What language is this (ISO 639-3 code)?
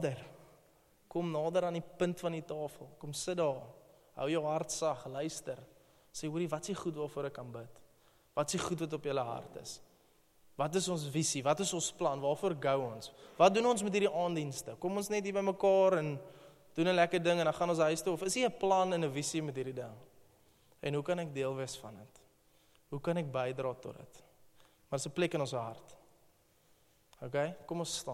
afr